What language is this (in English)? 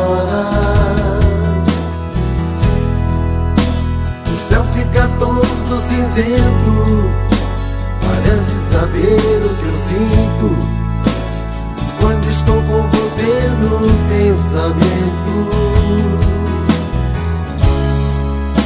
Portuguese